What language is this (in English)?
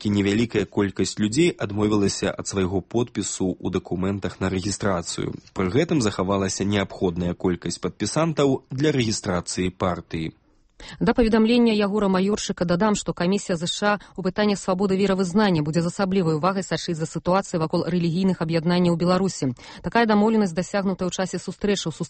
Belarusian